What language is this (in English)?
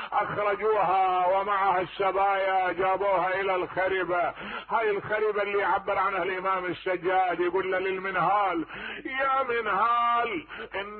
Mesopotamian Arabic